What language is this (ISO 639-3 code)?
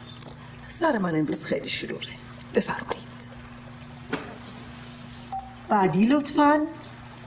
fas